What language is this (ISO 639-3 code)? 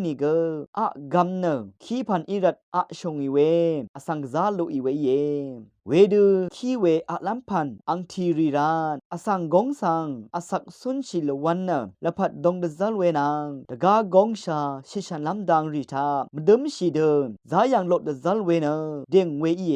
raw